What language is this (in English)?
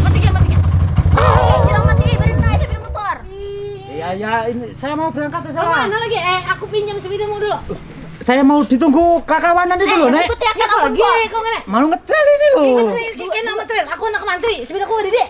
Banjar